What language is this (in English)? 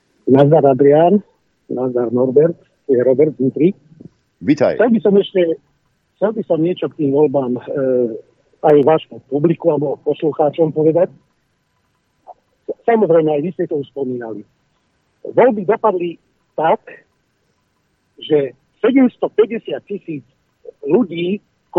Slovak